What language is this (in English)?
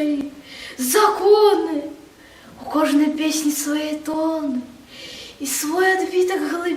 Belarusian